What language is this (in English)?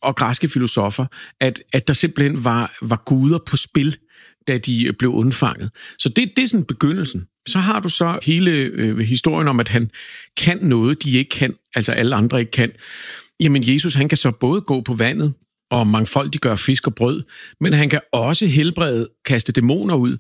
Danish